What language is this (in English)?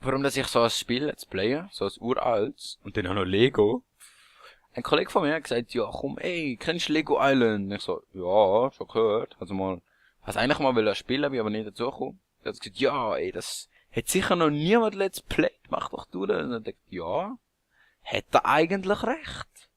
Swiss German